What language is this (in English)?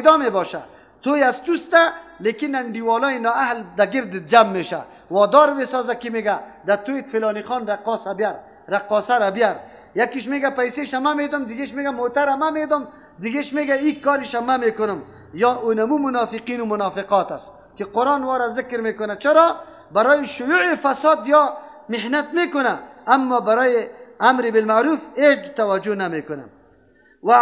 Persian